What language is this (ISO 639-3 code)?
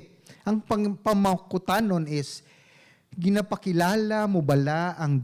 hil